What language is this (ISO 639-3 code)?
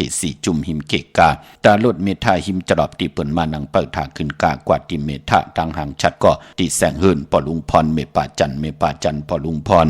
shn